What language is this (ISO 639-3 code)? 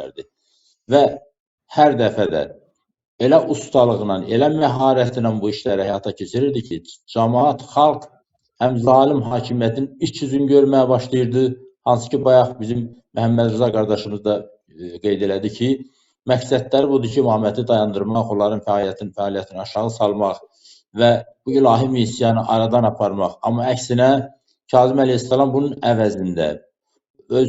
aze